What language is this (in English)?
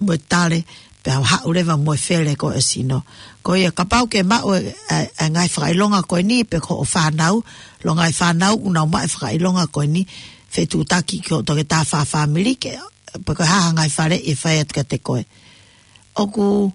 Tongan